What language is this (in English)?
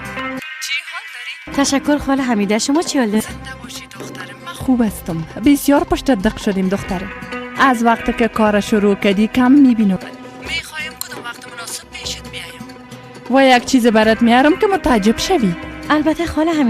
Persian